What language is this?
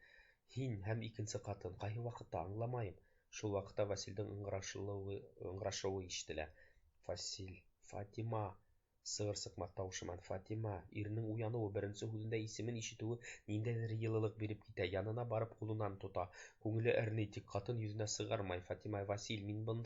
Bashkir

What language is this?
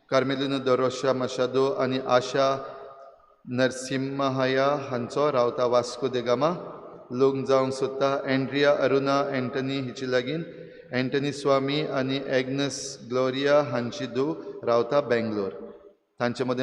Konkani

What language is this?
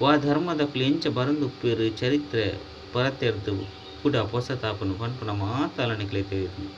Tulu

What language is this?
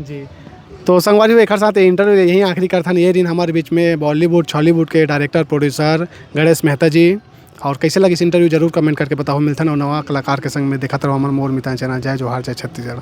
Chhattisgarhi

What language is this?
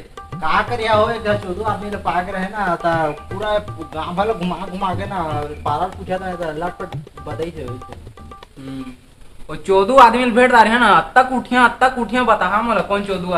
Chhattisgarhi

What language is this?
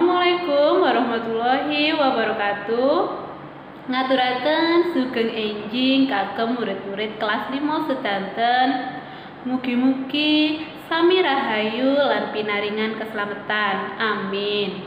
Javanese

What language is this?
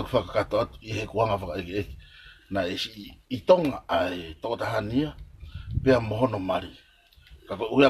Tongan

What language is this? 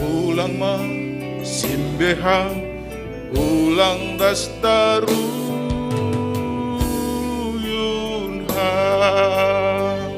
Batak Simalungun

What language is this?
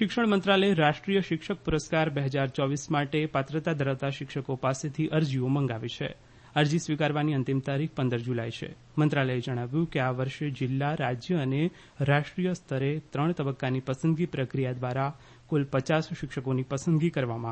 Gujarati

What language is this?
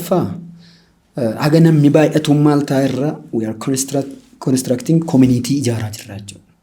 Oromo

